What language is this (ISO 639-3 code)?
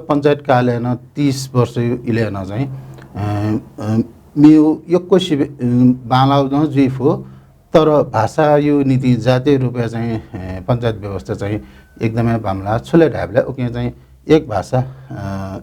new